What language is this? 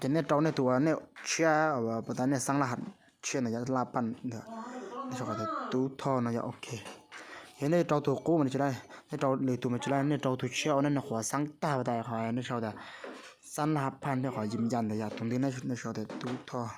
Hmong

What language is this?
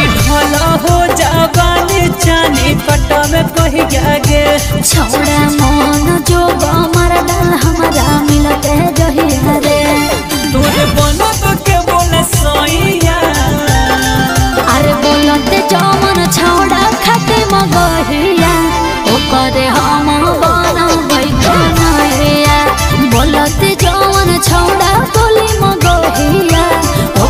Magahi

